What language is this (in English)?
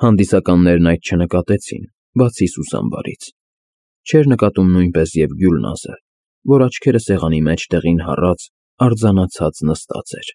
Armenian